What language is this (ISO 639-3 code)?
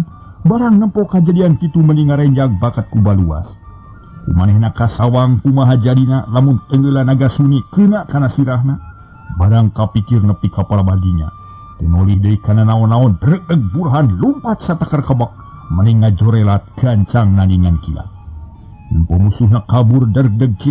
sun